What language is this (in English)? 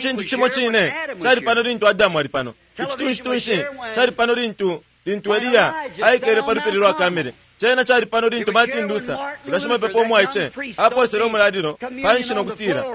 Bemba